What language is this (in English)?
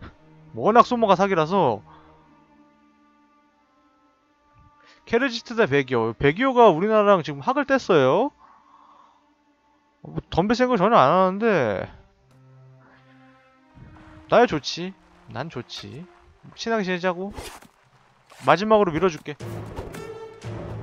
Korean